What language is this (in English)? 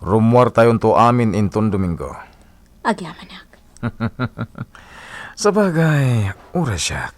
Iloko